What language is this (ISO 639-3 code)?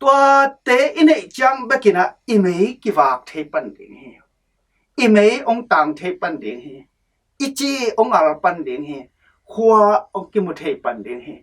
ctd